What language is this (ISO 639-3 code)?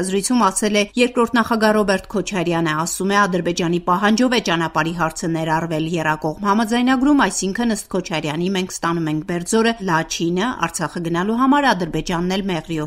hye